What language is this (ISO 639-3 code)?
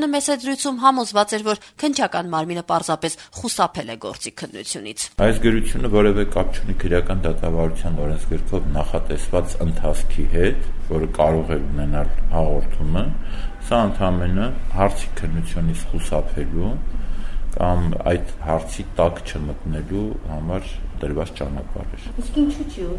hye